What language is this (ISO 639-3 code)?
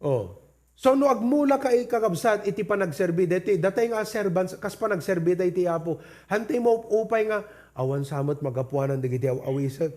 ilo